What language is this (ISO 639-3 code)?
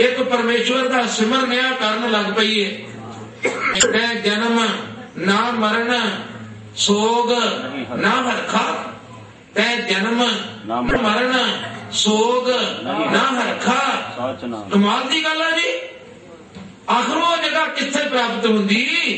pan